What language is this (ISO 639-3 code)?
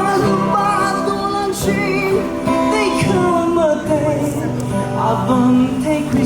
nmf